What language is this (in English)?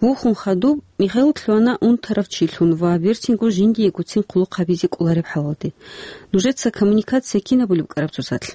Avaric